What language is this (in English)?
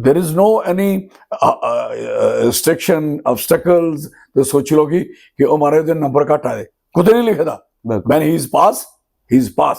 Dogri